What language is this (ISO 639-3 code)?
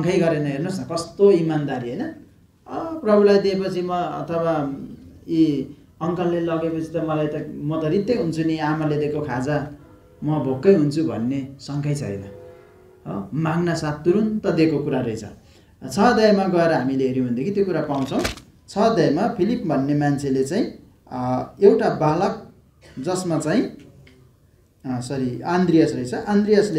nep